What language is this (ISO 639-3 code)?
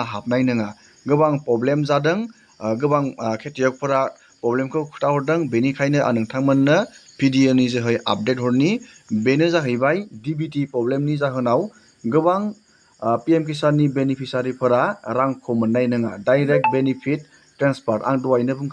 brx